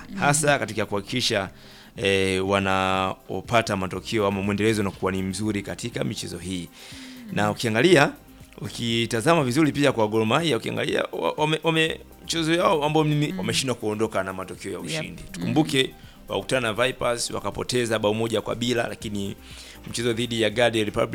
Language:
Swahili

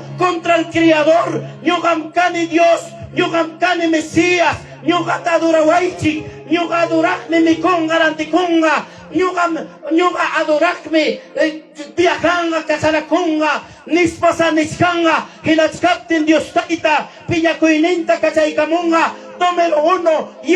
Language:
Ayacucho Quechua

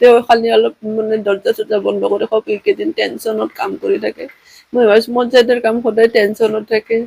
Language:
Assamese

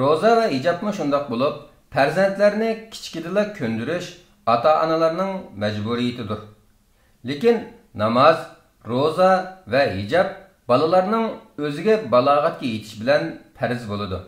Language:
Uyghur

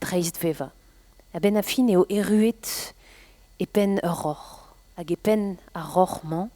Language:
Breton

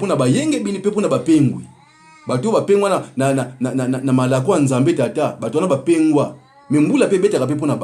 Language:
Lingala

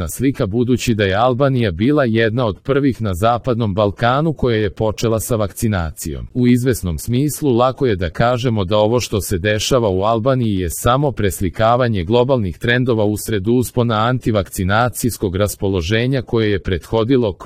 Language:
Serbian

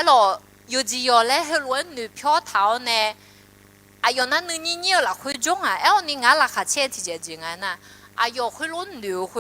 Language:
Akha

